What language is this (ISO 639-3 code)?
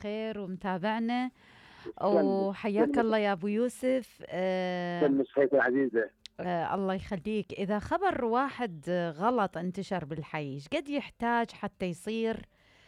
acm